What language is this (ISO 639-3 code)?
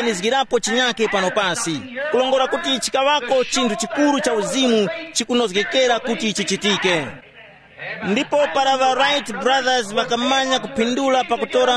tum